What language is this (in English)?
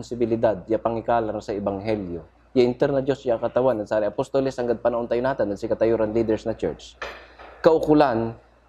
Pangasinan